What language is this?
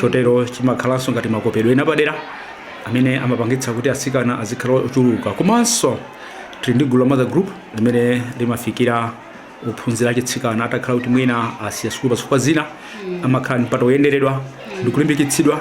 Nyanja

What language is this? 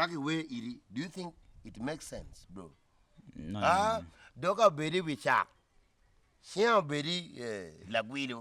Acoli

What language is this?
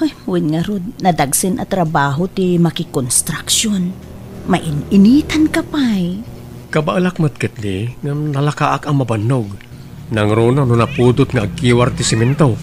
Iloko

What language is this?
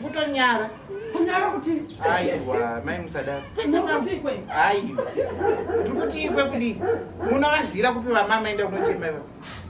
Shona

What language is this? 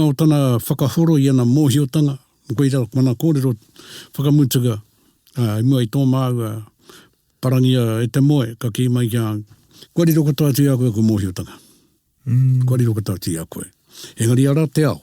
Māori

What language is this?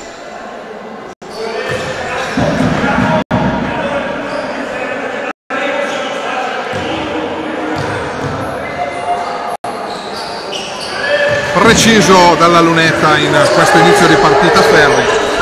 Italian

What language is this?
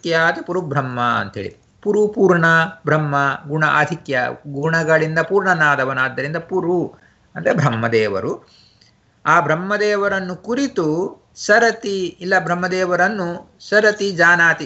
Kannada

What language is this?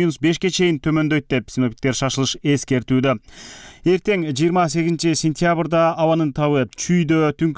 Kyrgyz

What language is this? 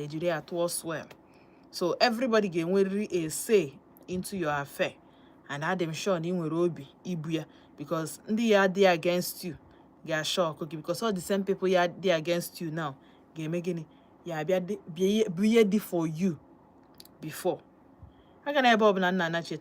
Igbo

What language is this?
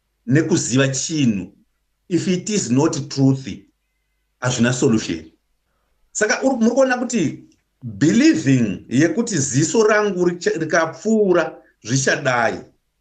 Shona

